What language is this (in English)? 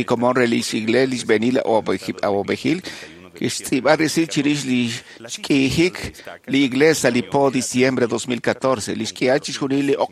Kekchí